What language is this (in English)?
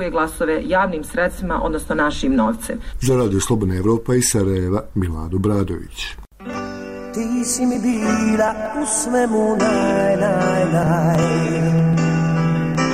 Bosnian